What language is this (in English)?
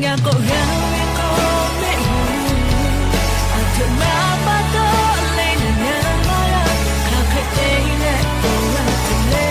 Lahu